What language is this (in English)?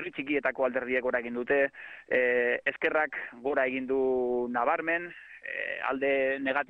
Basque